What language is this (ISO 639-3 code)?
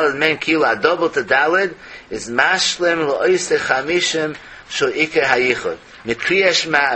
yid